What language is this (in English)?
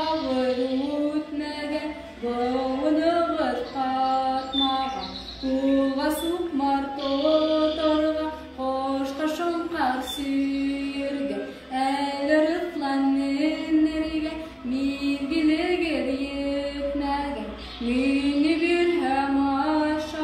Bashkir